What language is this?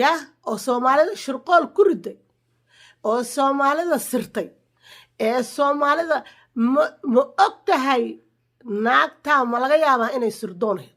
Somali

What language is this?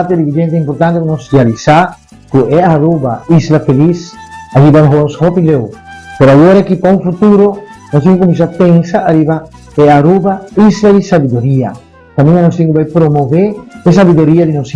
Papiamento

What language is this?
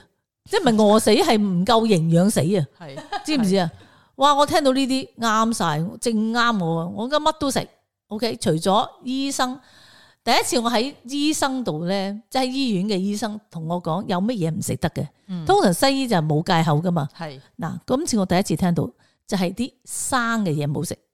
Cantonese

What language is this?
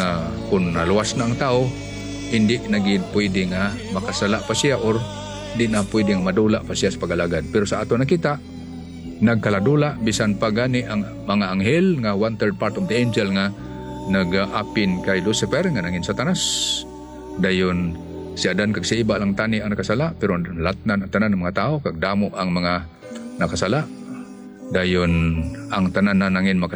Hiligaynon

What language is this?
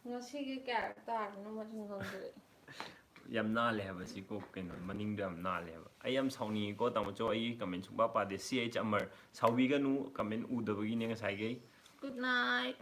Manipuri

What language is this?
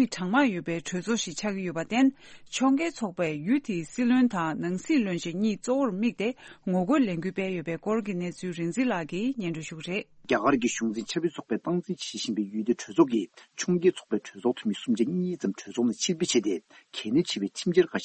Tibetan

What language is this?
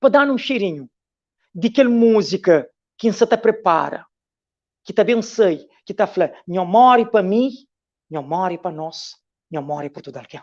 Kabuverdianu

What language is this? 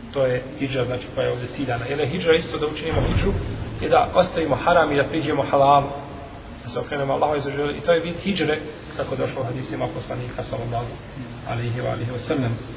Bosnian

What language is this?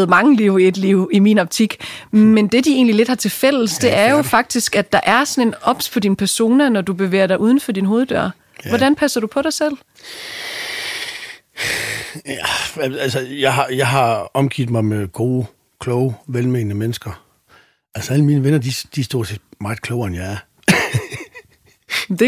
Danish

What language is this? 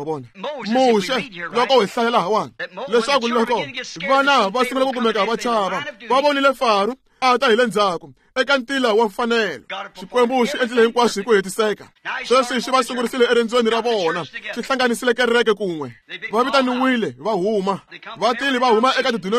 Tsonga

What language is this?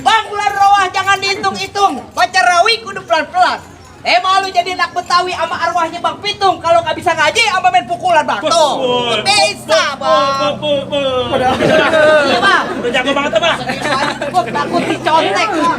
Betawi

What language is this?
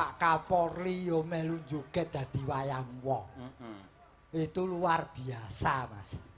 Javanese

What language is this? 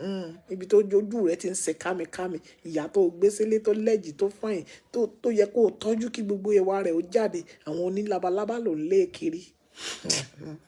Yoruba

